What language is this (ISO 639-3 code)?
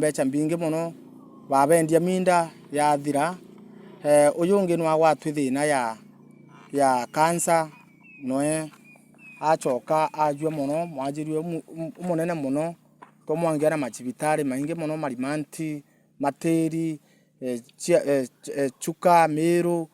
mer